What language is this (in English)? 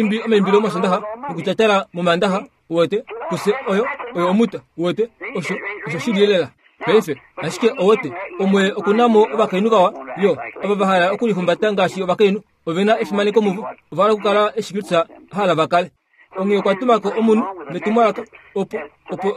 Kuanyama